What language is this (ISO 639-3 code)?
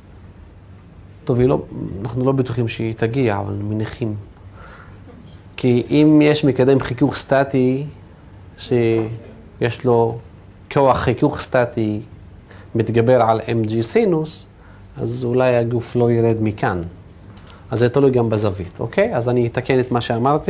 heb